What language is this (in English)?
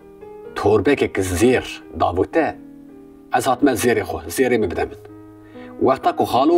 Kurdish